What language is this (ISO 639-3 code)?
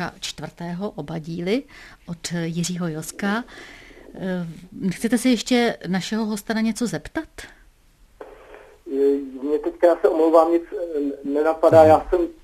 ces